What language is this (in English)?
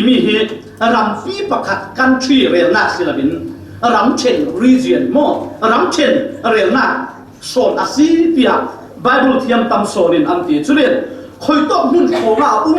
Falam Chin